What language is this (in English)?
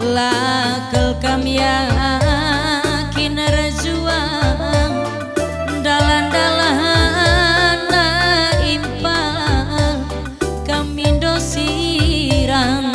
Batak Karo